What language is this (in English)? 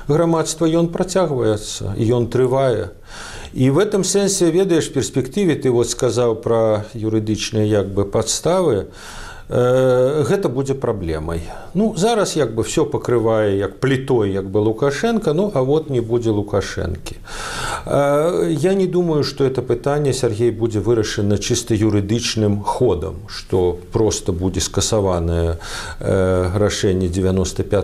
Belarusian